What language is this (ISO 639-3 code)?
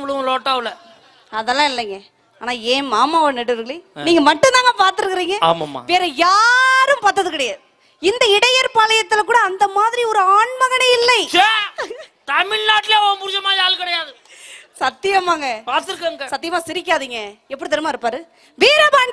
tam